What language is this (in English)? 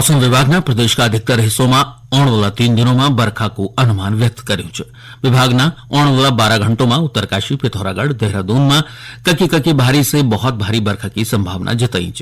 Garhwali